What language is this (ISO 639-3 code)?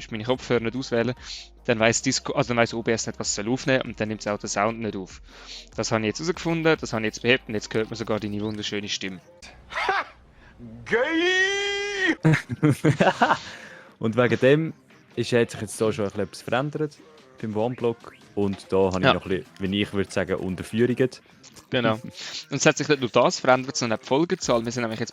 gsw